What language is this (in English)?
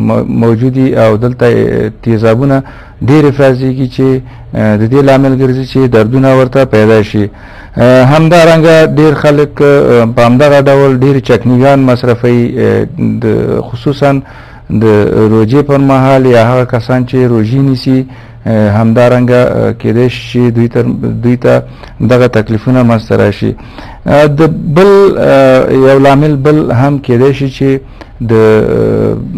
Pashto